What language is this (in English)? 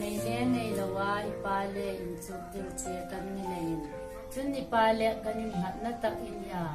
Hmar